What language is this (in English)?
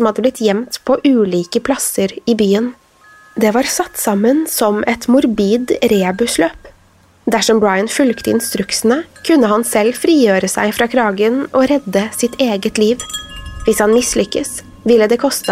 Norwegian